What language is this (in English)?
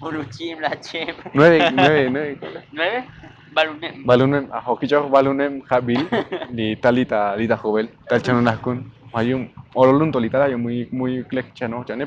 Tzotzil